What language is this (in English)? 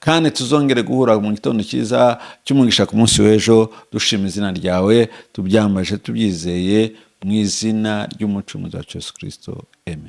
Kinyarwanda